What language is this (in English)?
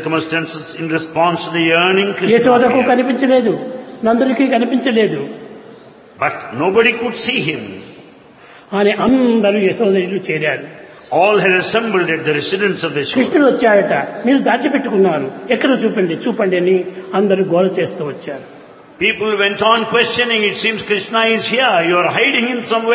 Telugu